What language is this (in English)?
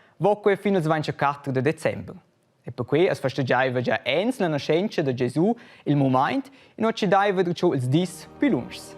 Romansh